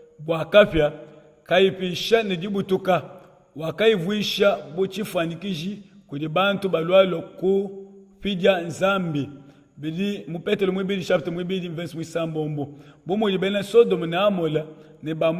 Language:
Luba-Lulua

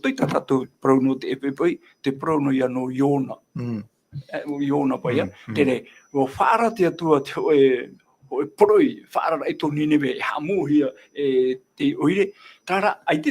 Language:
Tahitian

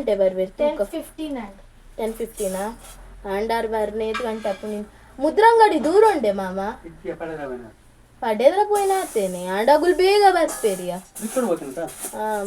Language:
Tulu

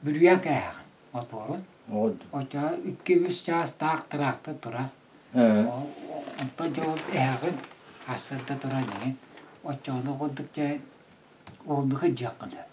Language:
Yakut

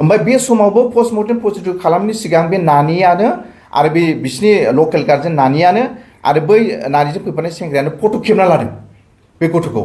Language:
Bodo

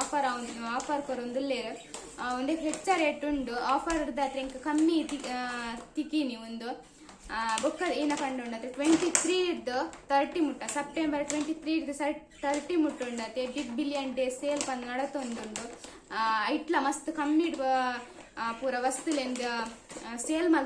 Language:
Tulu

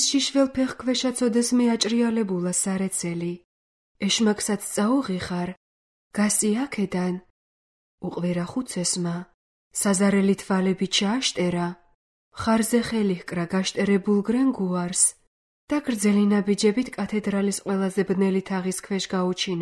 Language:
Georgian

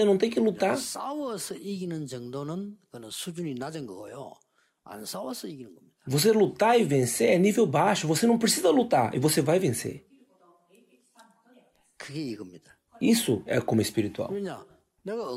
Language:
Korean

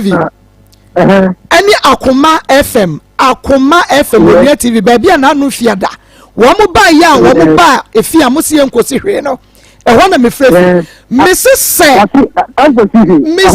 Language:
Akan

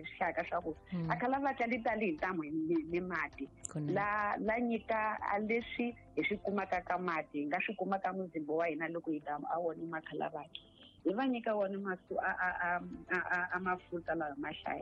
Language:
Tsonga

